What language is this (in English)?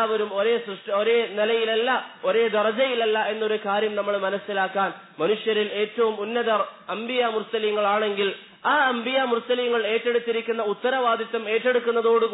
Malayalam